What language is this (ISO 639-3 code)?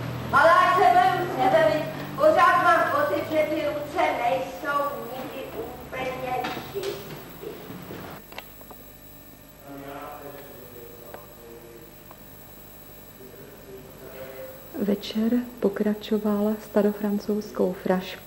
ces